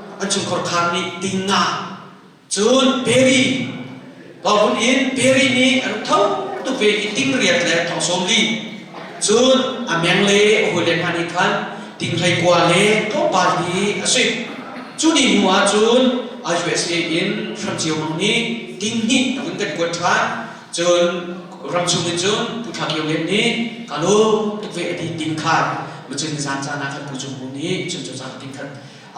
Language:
Hakha Chin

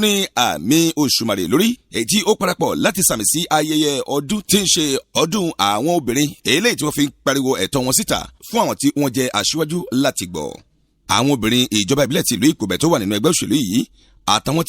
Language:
Yoruba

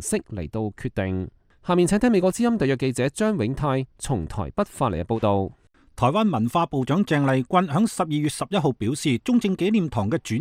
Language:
Cantonese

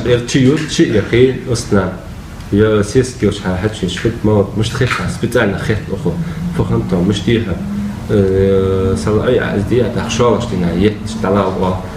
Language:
Ingush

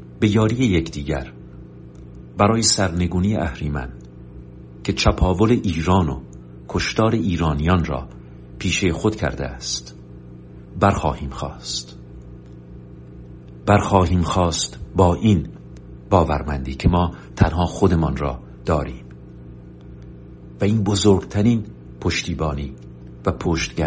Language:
Persian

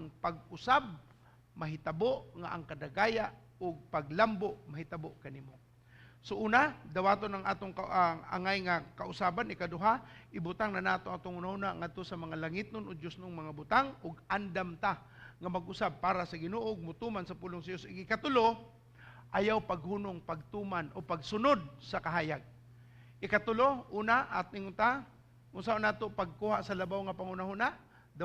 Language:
Cebuano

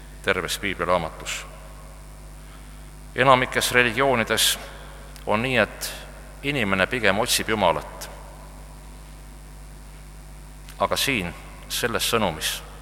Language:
Estonian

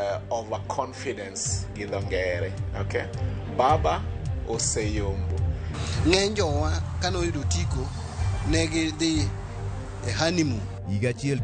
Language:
Luo (Kenya and Tanzania)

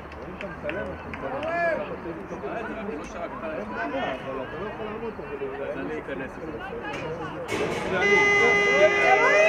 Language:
Hebrew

